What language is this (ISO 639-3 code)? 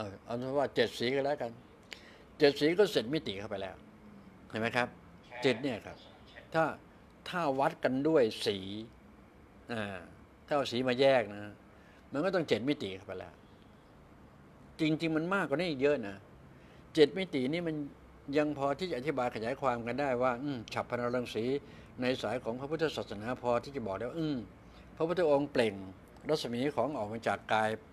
tha